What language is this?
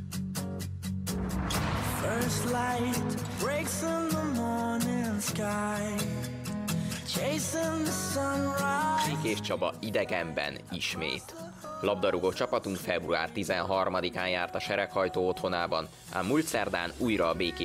Hungarian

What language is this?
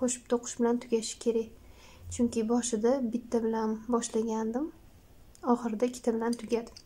Uzbek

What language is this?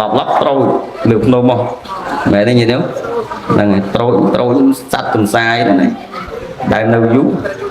Khmer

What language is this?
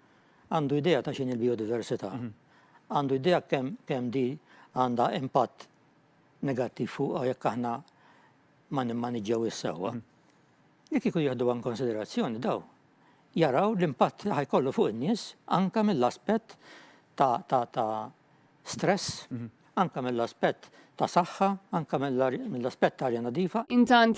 Maltese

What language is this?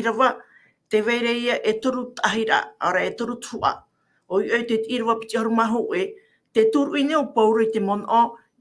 Tahitian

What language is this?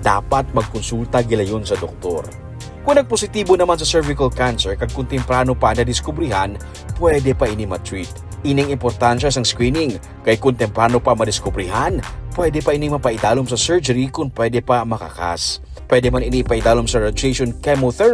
Hiligaynon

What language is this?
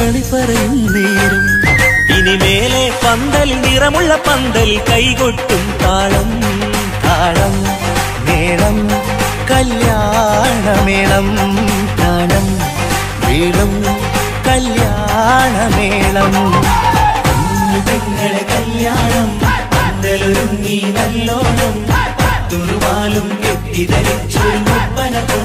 Malayalam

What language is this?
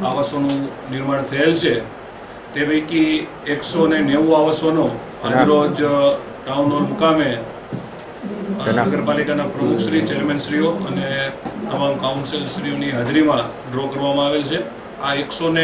Gujarati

